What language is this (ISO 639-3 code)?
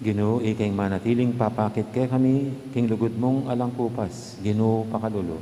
pam